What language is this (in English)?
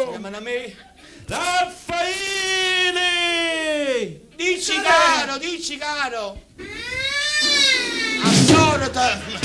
Neapolitan